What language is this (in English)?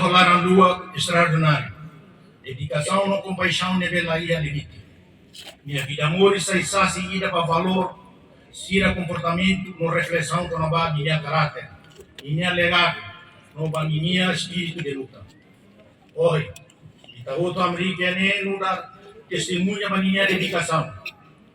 Tetum